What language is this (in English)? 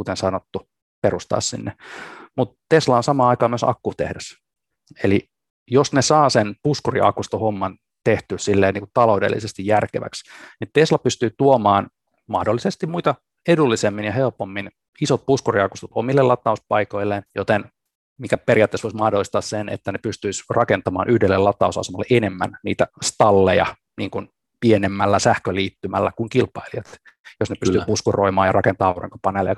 Finnish